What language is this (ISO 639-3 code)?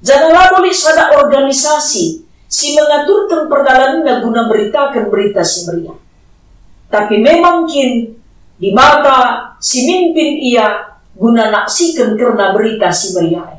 btx